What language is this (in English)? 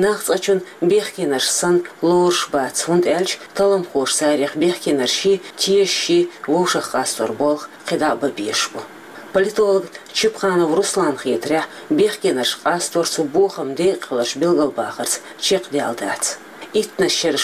Chechen